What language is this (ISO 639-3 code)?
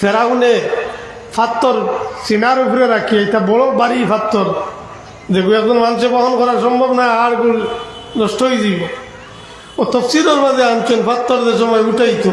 syl